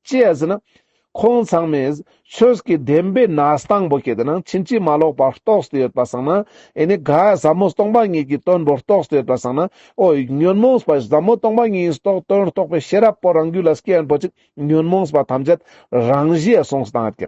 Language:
Ladakhi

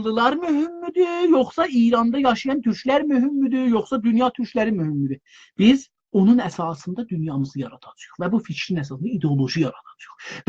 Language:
South Azerbaijani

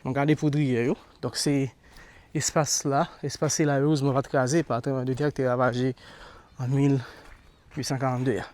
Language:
Haitian Creole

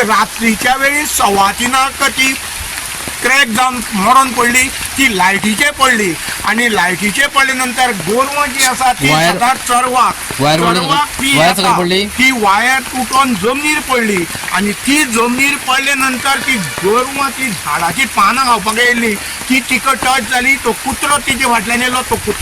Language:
Konkani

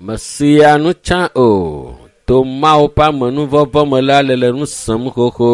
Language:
Ewe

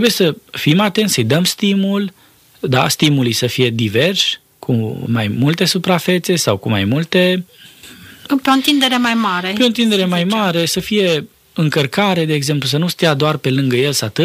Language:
Romanian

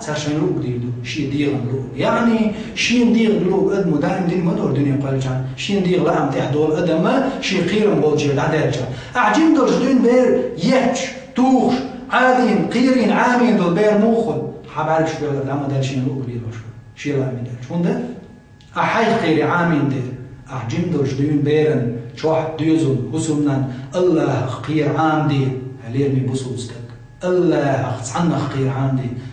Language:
Chechen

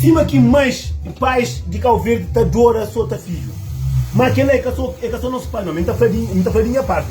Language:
Kabuverdianu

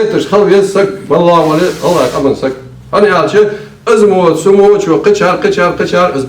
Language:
Ingush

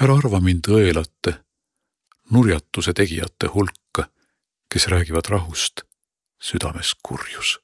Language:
Estonian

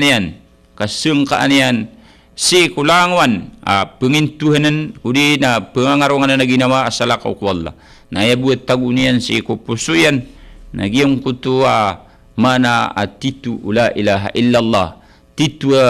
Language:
Maranao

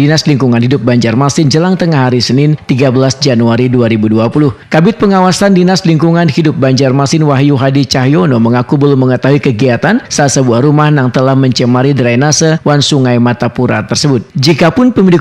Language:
Banjar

